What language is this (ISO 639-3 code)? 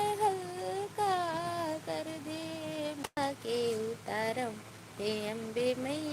hne